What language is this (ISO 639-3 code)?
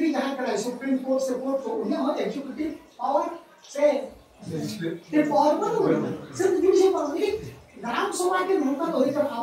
sat